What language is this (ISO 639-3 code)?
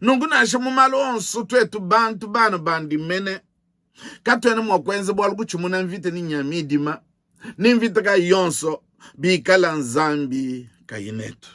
lua